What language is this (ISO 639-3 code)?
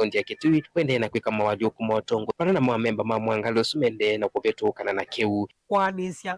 kam